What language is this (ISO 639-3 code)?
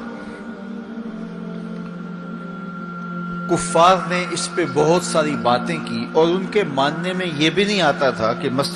urd